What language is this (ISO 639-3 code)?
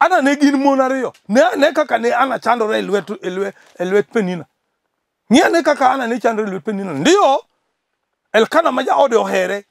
luo